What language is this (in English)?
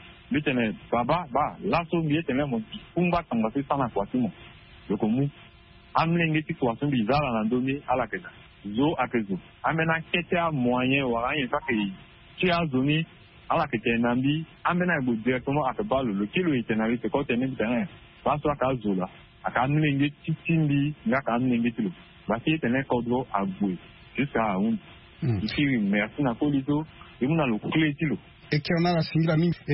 Sango